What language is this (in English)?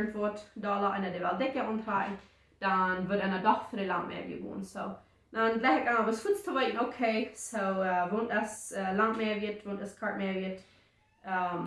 Plautdietsch